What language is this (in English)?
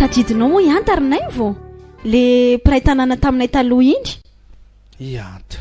Malagasy